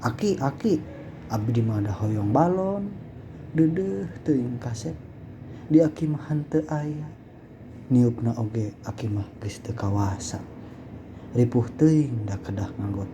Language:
Sundanese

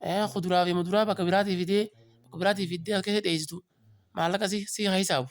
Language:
Oromo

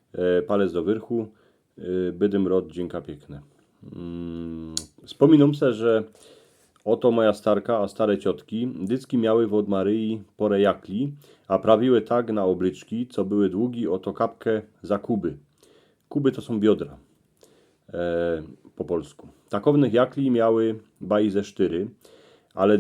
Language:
Silesian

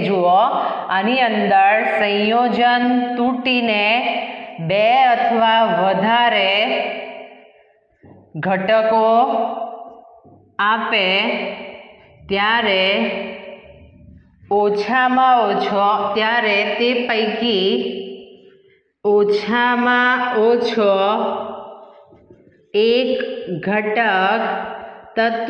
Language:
Gujarati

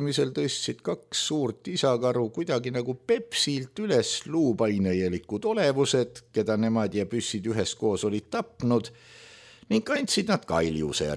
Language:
Estonian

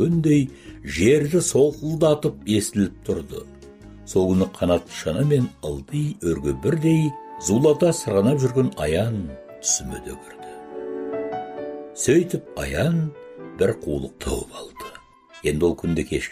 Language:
Kazakh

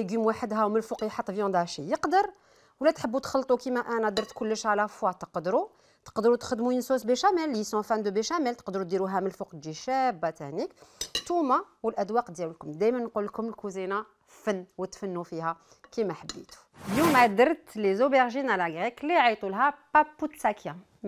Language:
Algerian Arabic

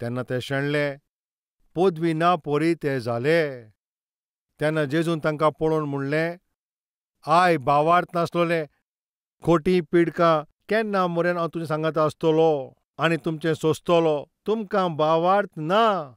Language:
Konkani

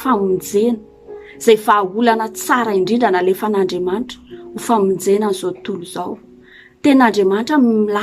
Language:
Malagasy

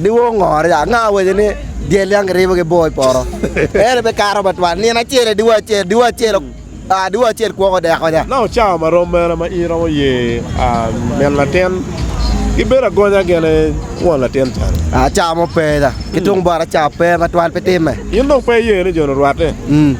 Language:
Acoli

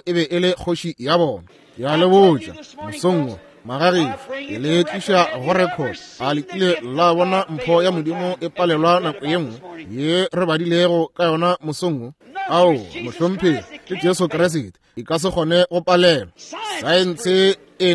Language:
Northern Sotho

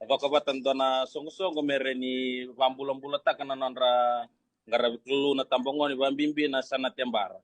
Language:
Fijian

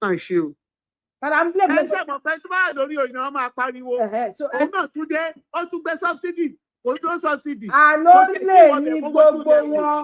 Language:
Yoruba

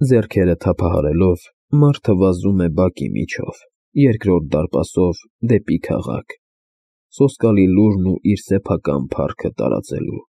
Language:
Armenian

